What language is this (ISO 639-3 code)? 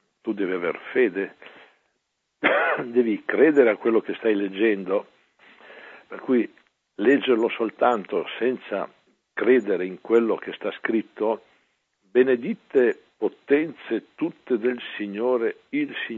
ita